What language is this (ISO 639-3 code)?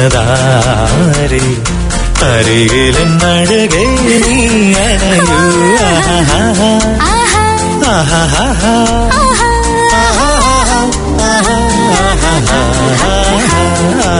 mal